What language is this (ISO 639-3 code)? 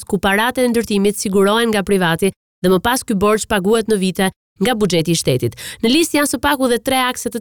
sqi